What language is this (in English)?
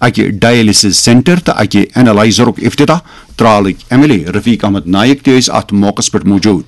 Kashmiri